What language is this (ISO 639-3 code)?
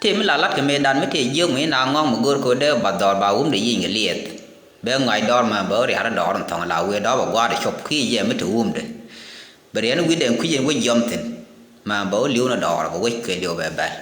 nus